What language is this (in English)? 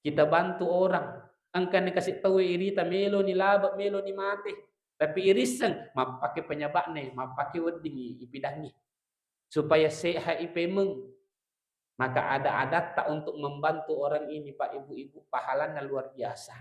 Buginese